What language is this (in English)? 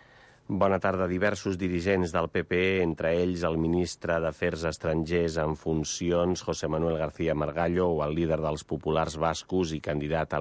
Catalan